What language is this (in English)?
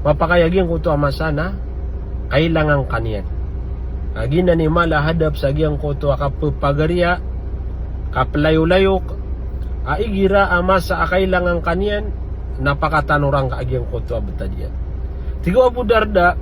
Maranao